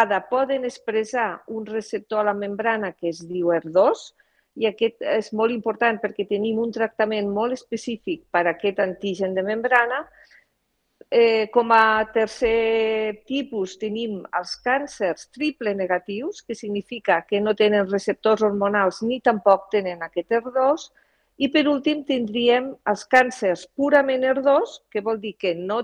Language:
Catalan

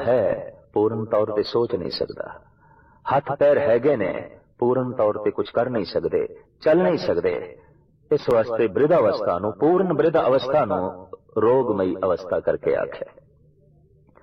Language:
Punjabi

